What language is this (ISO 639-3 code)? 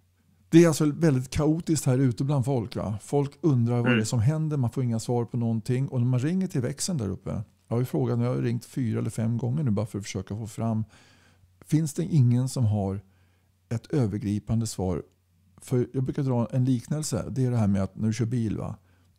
swe